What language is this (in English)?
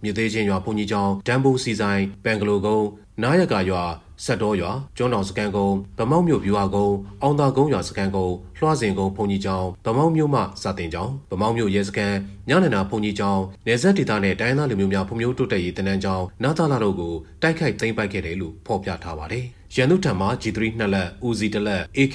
Burmese